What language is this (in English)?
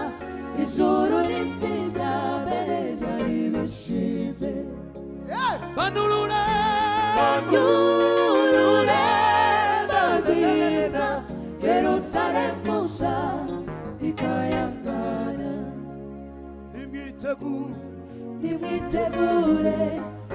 Kinyarwanda